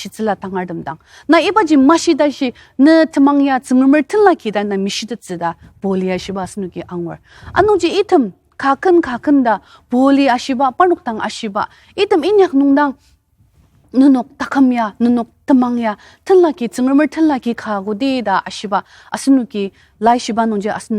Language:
Ao Naga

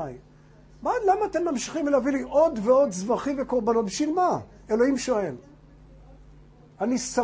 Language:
Hebrew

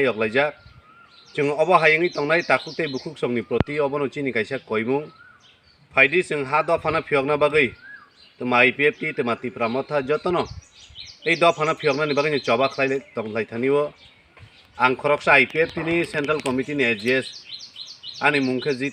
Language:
Kok Borok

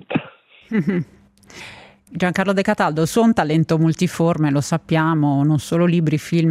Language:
Italian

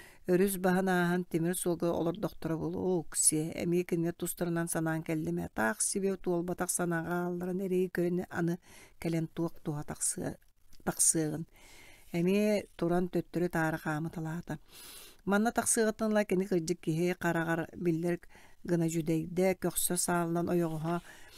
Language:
Yakut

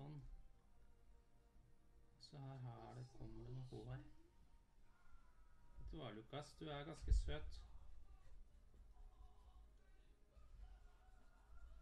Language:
Norwegian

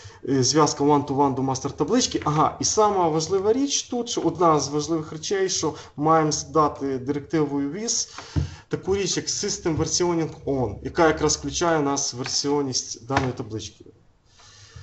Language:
Ukrainian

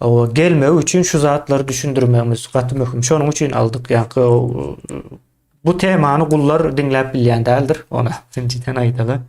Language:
Turkmen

